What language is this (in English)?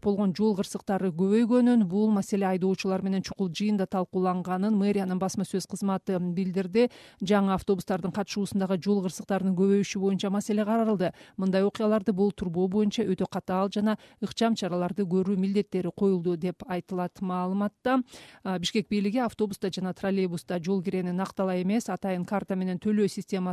Kyrgyz